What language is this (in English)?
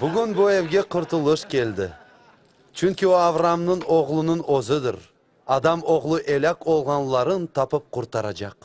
Crimean Tatar